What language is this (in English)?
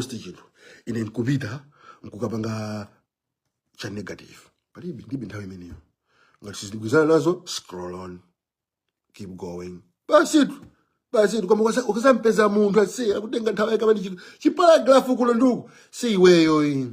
Nyanja